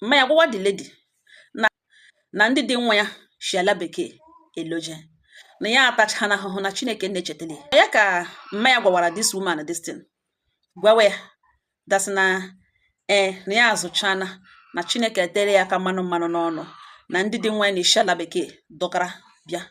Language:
Igbo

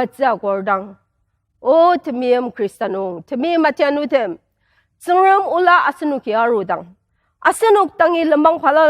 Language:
Ao Naga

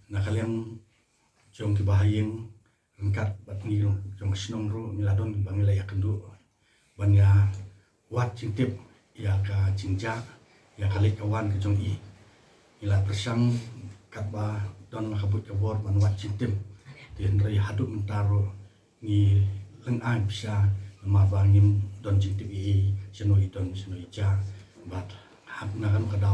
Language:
Khasi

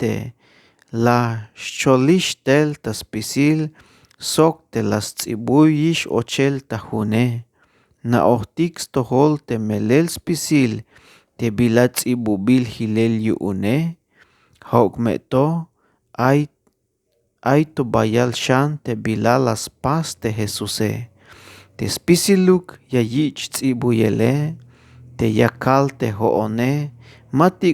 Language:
Tzeltal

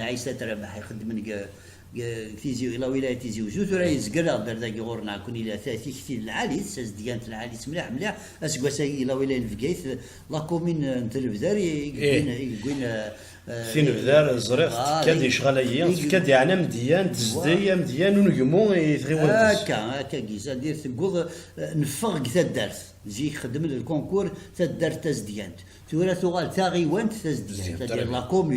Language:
Kabyle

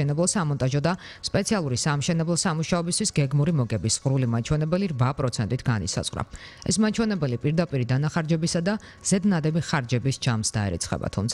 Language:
Georgian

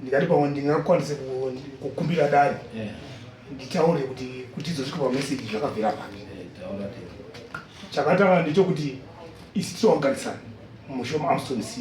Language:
Shona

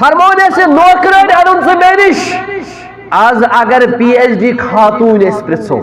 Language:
Kashmiri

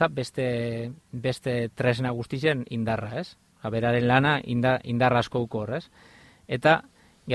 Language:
Basque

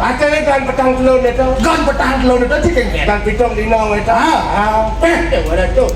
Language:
Balinese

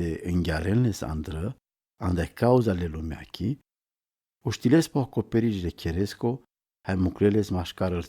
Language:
Romany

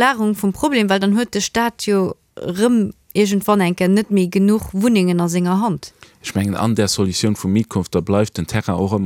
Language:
Luxembourgish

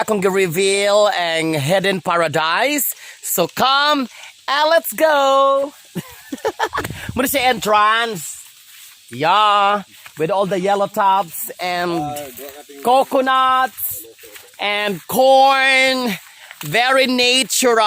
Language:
Cebuano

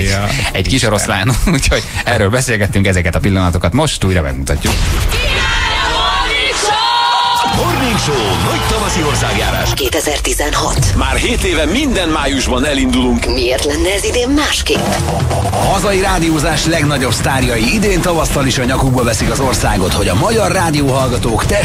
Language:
Hungarian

